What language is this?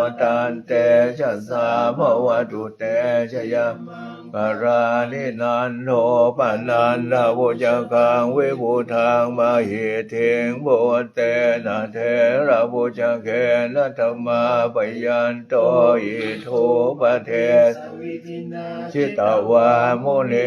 Pali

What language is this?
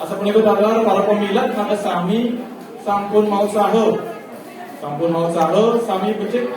Balinese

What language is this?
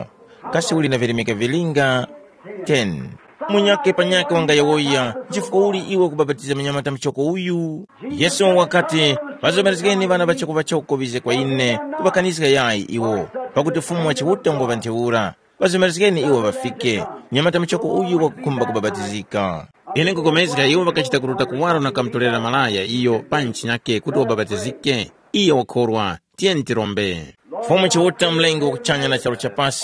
Tumbuka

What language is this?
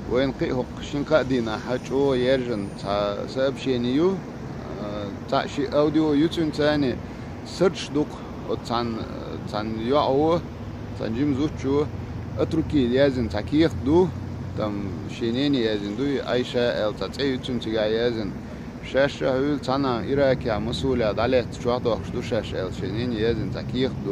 Chechen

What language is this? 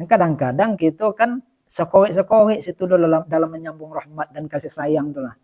Minangkabau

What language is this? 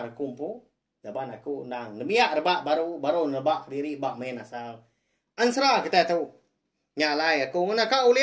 Iban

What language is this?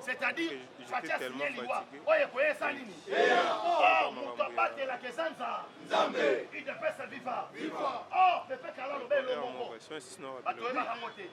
Lingala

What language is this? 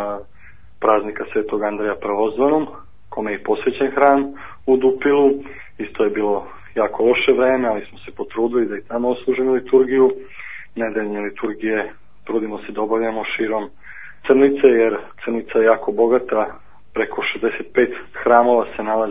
Serbian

